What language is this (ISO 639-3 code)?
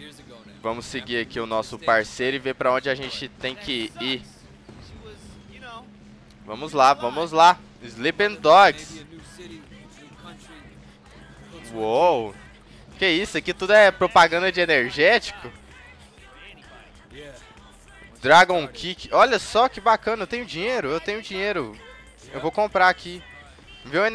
por